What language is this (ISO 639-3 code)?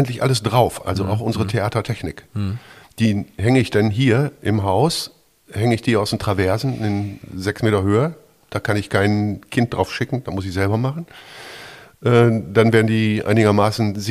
deu